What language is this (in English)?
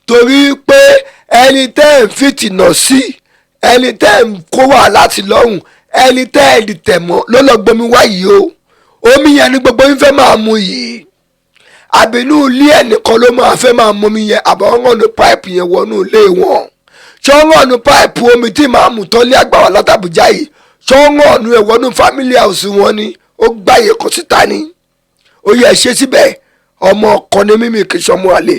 Yoruba